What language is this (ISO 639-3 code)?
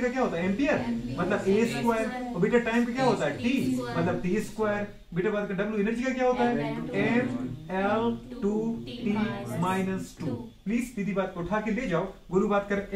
hin